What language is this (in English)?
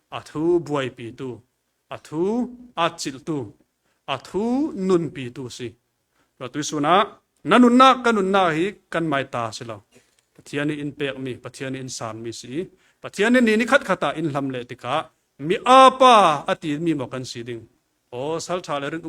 Falam Chin